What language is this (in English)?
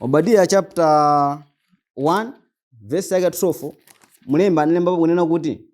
Nyanja